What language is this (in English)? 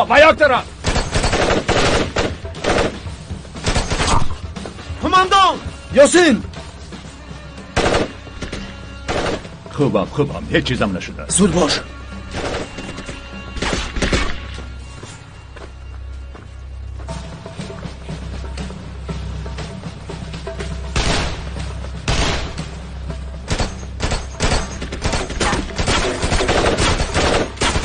Persian